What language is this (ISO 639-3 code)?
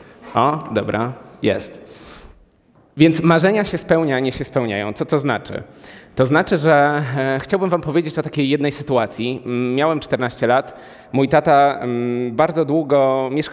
pol